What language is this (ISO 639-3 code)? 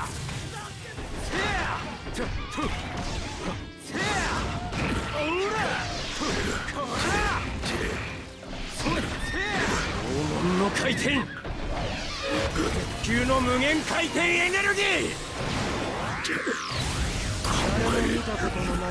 jpn